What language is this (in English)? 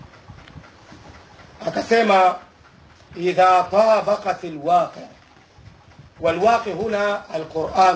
Swahili